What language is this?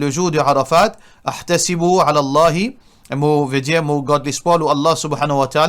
Morisyen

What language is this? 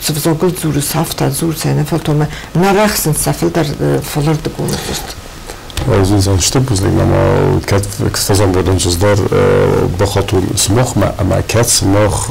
Ossetic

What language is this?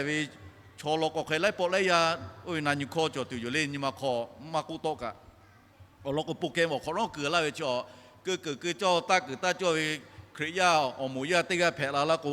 Lahu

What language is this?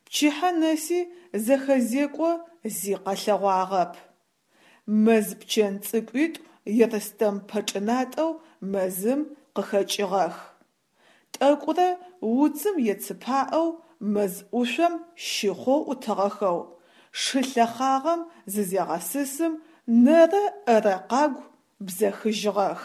Adyghe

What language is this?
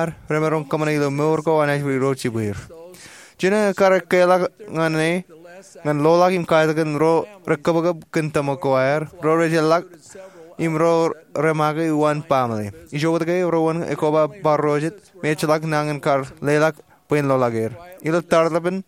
Marshallese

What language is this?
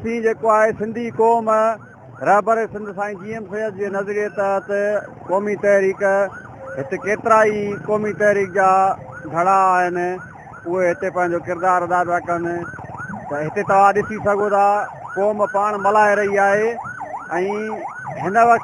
Sindhi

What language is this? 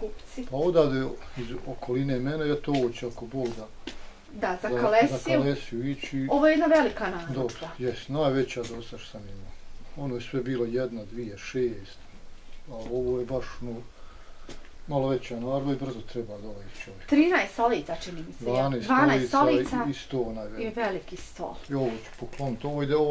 Bosnian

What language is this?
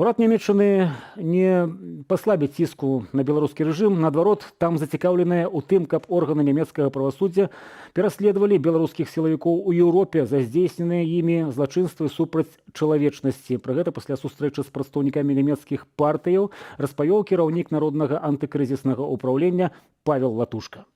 Belarusian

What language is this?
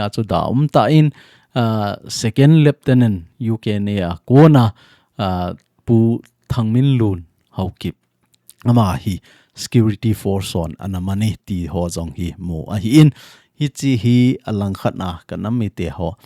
Thado Chin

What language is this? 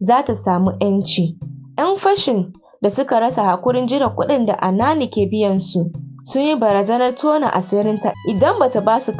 Hausa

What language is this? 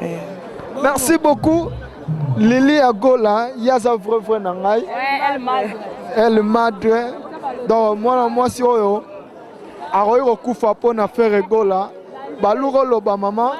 Lingala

